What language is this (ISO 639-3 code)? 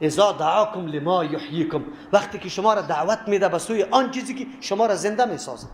fas